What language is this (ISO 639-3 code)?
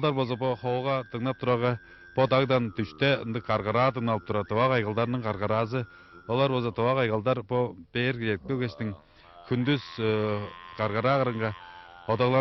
tyv